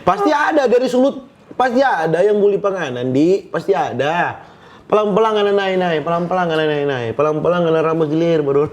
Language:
Manado Malay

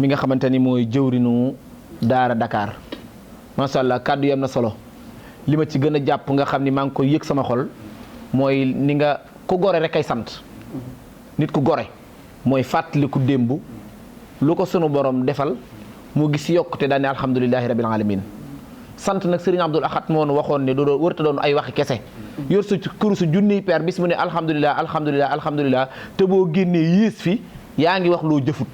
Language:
Wolof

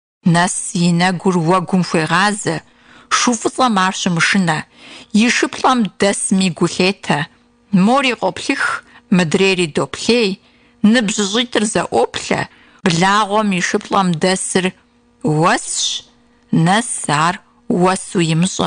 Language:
Kabardian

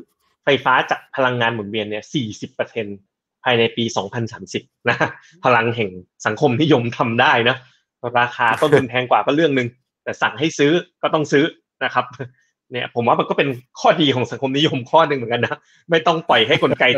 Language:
Thai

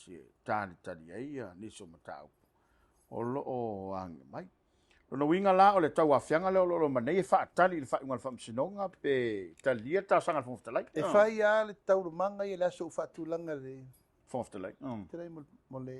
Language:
Samoan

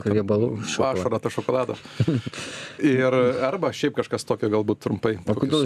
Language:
Lithuanian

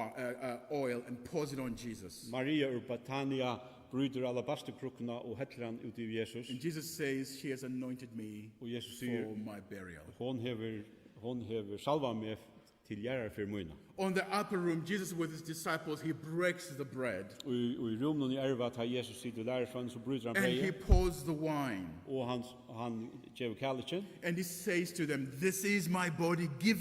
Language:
Faroese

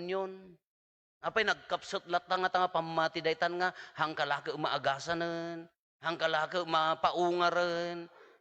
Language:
Iloko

